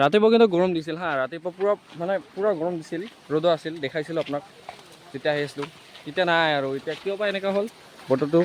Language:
Assamese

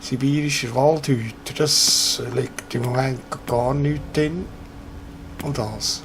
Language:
Swiss German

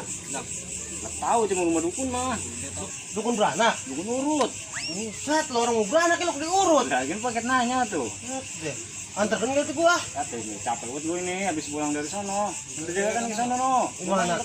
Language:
Betawi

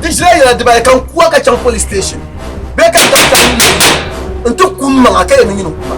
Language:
Dagbani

